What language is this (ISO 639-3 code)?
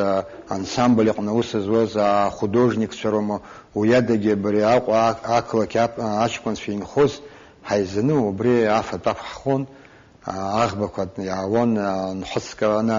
abk